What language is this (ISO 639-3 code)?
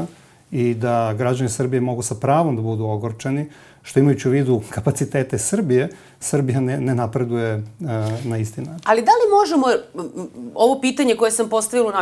srp